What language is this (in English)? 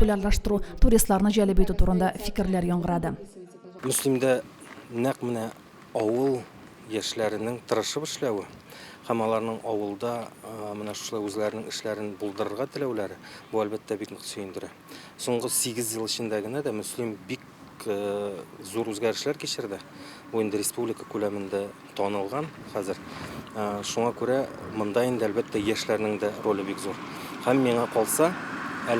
Tatar